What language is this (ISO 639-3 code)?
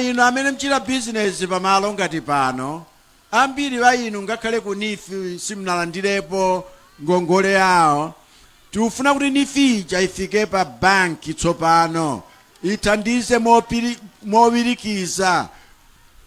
nya